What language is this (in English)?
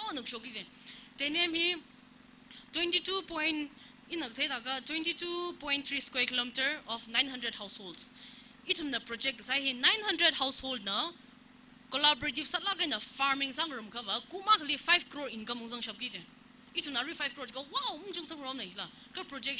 Tangkhul Naga (India)